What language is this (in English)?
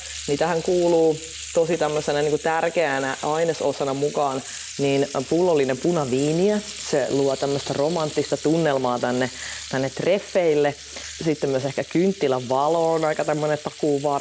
Finnish